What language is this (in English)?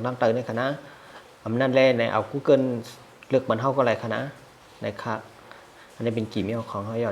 Shan